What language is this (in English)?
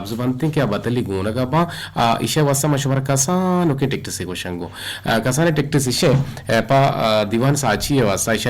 Eastern Balochi